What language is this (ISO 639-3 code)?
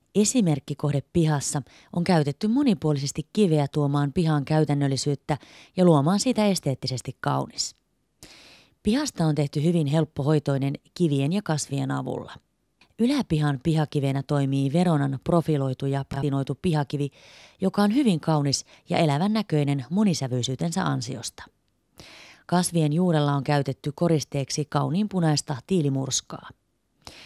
fin